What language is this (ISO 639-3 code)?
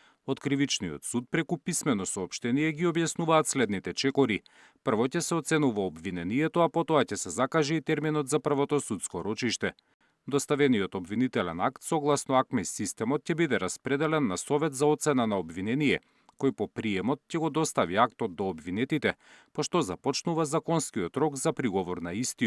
mkd